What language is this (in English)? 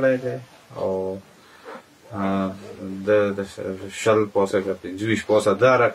Pashto